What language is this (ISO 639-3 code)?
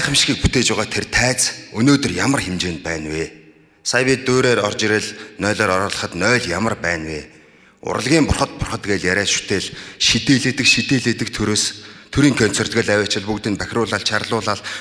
mon